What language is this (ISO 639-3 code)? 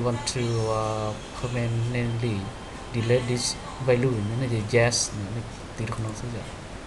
hmn